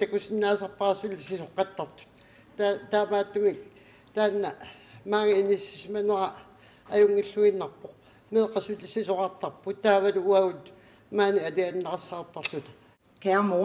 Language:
Kalaallisut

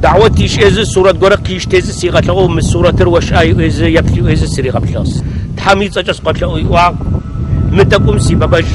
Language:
Adyghe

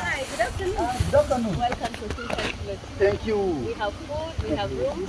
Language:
Masai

